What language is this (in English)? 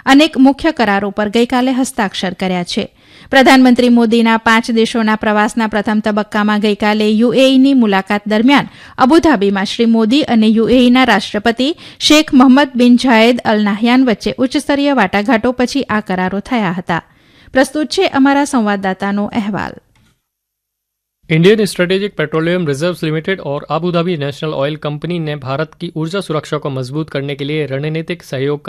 Gujarati